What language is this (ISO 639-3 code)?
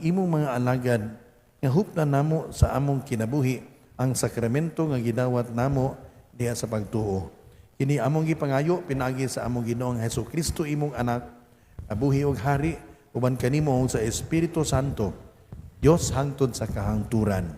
ceb